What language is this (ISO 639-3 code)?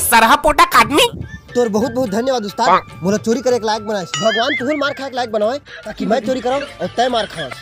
hne